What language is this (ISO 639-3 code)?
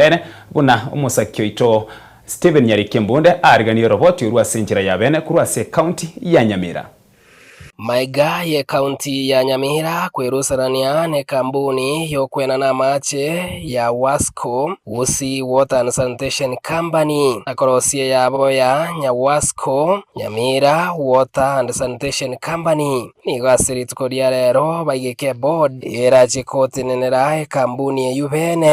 guz